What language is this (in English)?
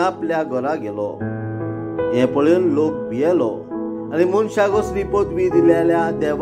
Konkani